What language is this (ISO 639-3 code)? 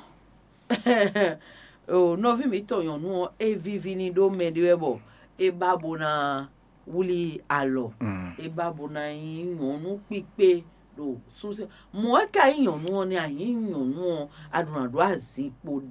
fon